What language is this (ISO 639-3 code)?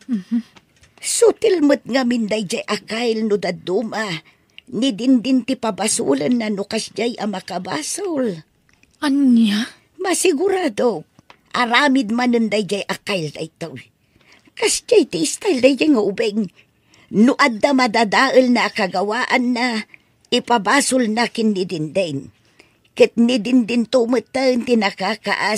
ilo